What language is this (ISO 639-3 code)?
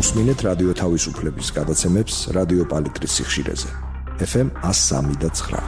kat